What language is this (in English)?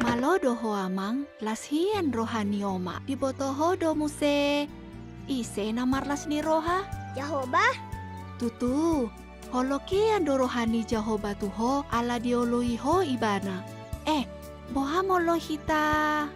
Batak Toba